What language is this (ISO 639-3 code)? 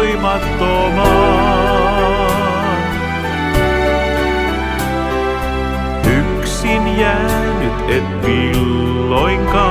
fin